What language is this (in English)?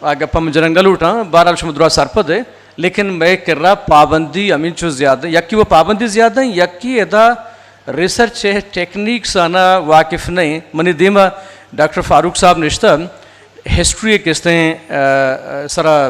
Eastern Balochi